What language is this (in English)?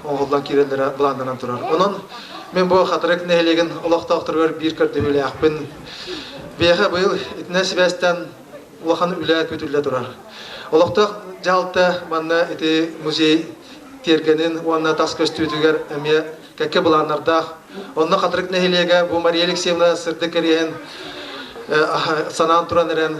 Yakut